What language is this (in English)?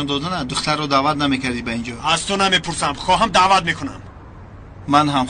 Tajik